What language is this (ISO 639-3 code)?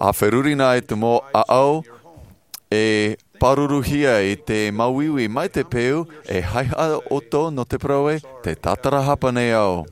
tah